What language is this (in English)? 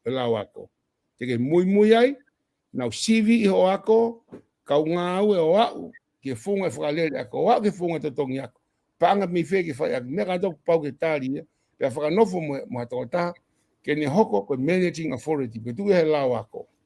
Tongan